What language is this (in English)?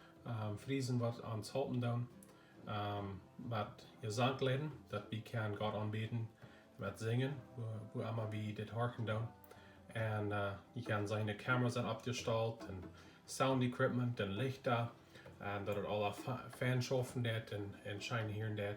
Plautdietsch